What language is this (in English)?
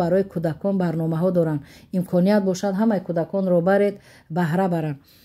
Tajik